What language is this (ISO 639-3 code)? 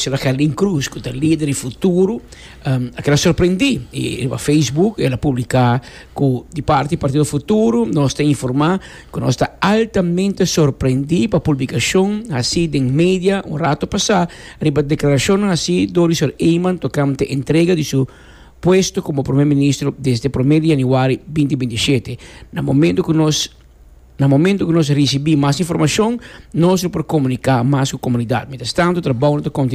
pap